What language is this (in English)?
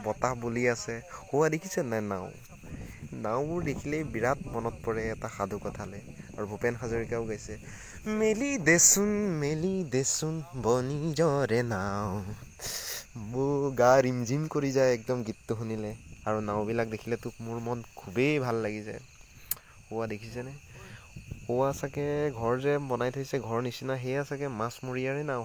Assamese